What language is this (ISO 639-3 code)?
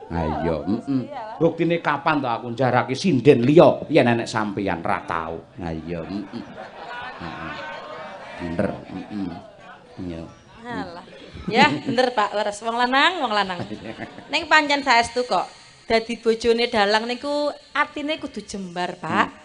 jav